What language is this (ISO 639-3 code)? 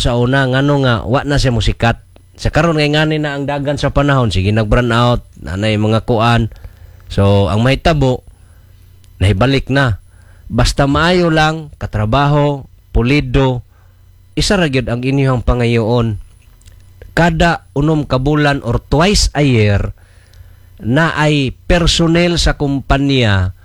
ceb